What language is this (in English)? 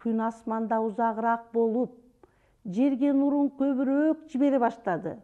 Kyrgyz